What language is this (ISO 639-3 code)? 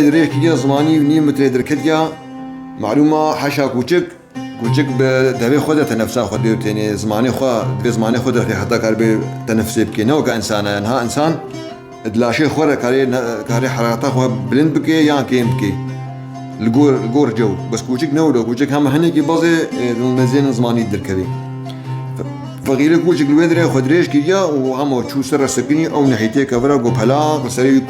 kur